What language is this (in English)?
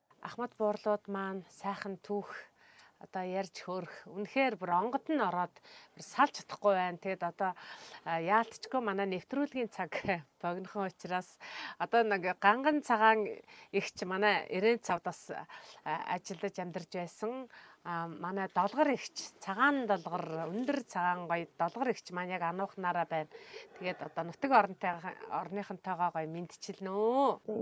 Mongolian